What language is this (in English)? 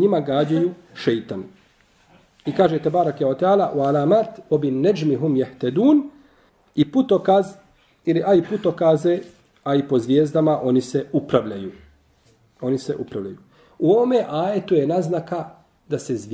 Bosnian